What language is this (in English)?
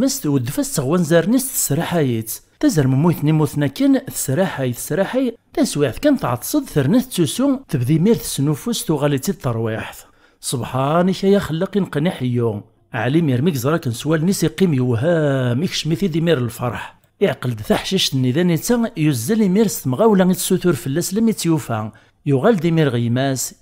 Kabyle